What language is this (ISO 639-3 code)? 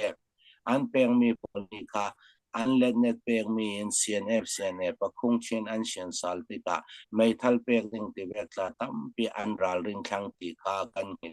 cfm